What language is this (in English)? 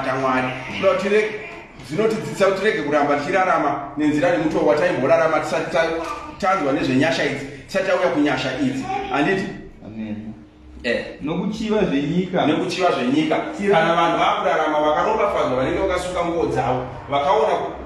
Shona